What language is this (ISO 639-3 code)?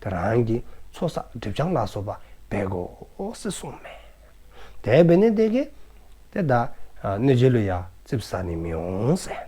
dzo